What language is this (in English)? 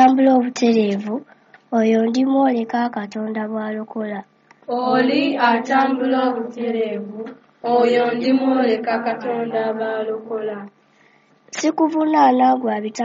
Ganda